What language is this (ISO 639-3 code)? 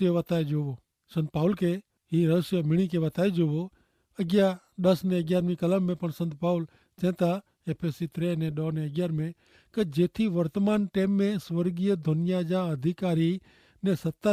kfr